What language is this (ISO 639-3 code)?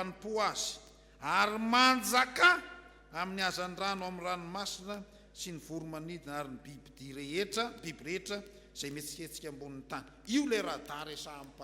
mlg